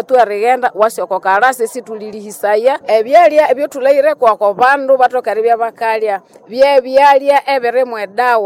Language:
Nande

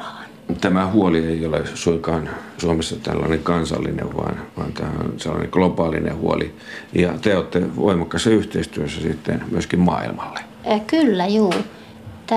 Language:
Finnish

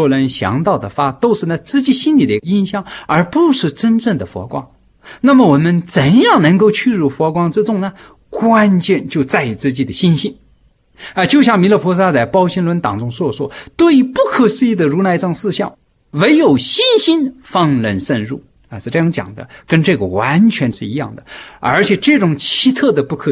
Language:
Chinese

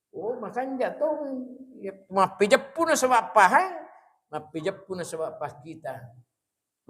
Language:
Buginese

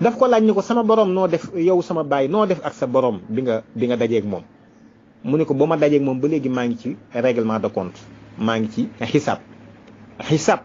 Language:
Wolof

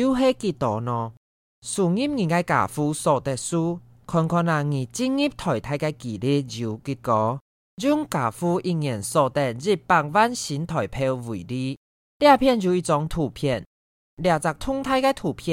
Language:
Hakka Chinese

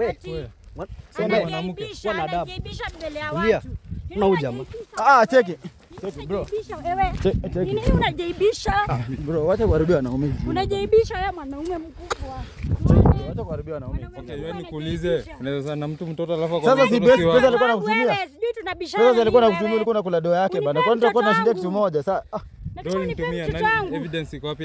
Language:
Swahili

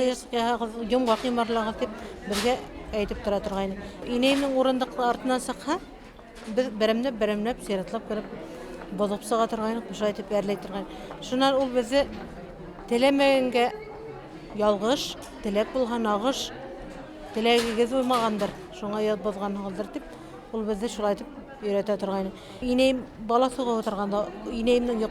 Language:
Bashkir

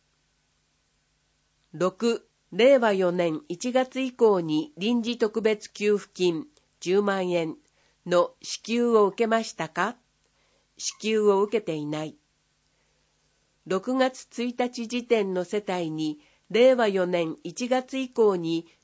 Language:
Japanese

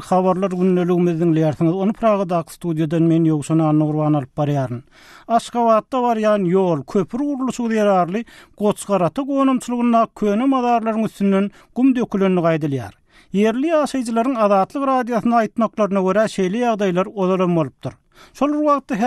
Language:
Turkmen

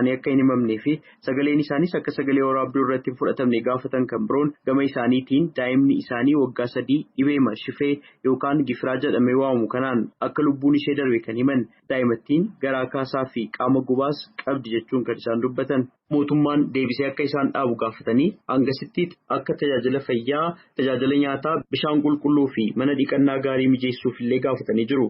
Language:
Oromo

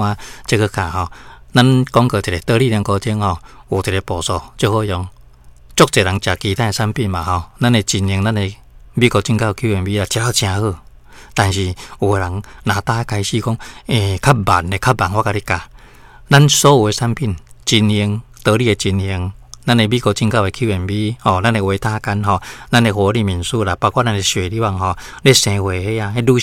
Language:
Min Nan Chinese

